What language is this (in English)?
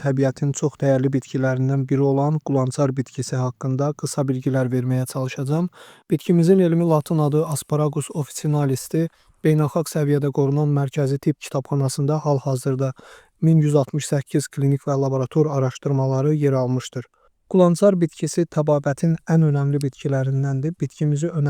Azerbaijani